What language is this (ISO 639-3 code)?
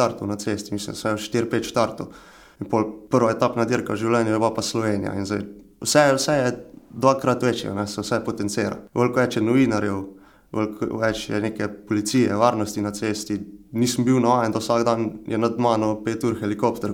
slv